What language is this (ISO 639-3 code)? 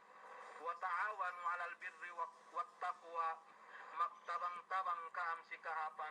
yka